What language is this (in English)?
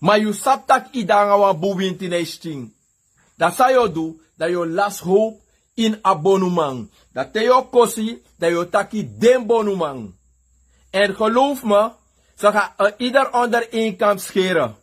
Sranan Tongo